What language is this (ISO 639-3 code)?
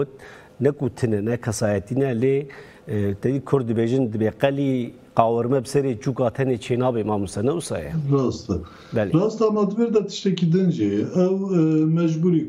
kur